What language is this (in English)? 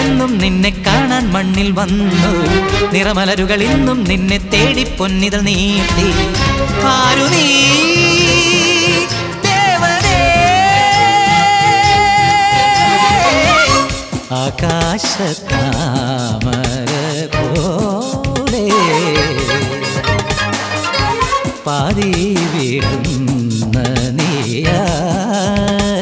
Malayalam